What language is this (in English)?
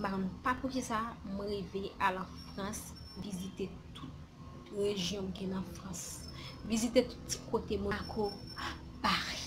Haitian Creole